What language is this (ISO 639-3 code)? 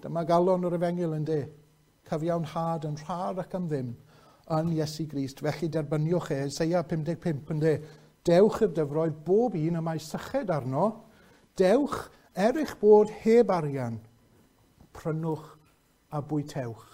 cym